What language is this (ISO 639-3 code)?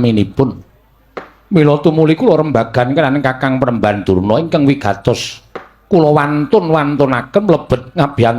jav